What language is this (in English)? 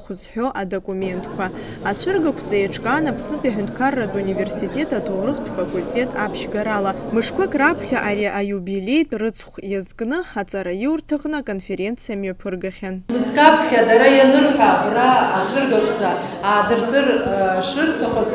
Abkhazian